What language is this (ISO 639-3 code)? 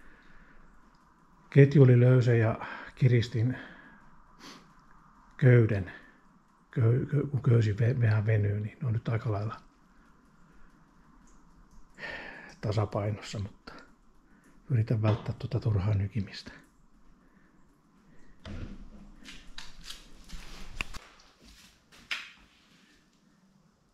fin